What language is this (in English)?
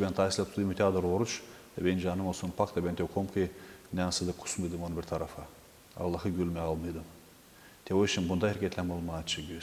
Gagauz